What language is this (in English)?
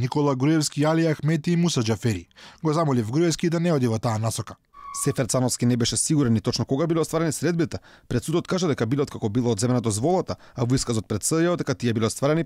Macedonian